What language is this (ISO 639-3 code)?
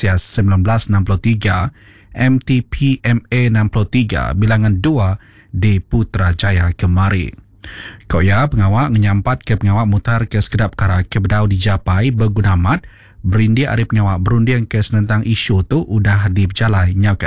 iba